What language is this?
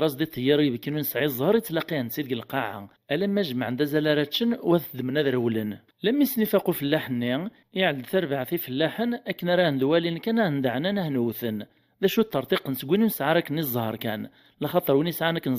Kabyle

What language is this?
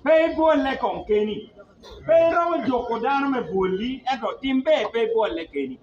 Acoli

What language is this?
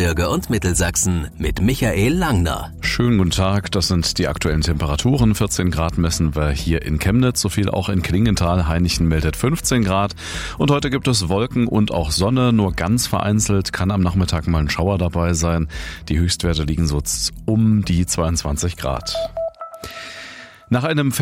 German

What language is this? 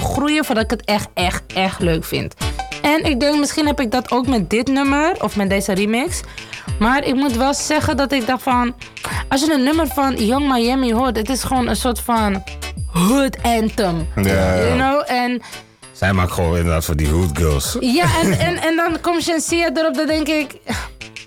Dutch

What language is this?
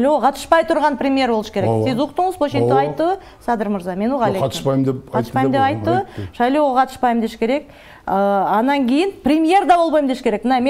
Kyrgyz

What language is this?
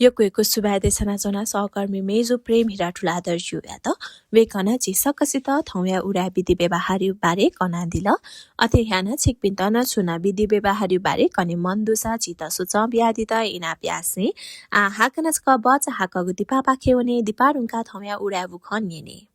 Newari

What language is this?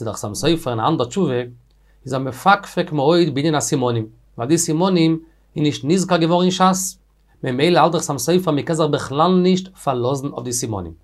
Yiddish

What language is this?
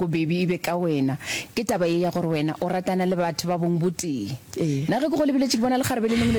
Northern Sotho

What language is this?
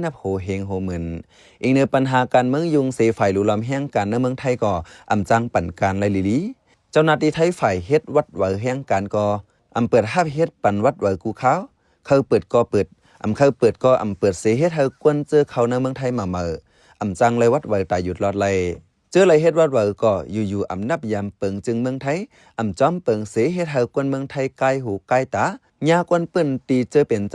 Shan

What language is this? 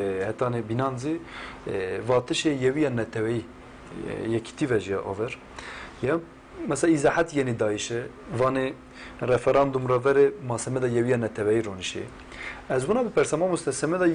Zaza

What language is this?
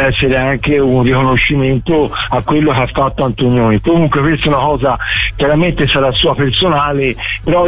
Italian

